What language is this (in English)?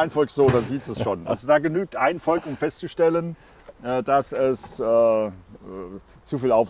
German